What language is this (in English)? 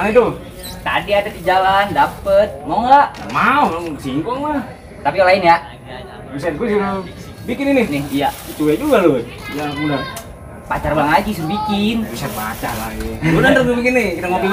Betawi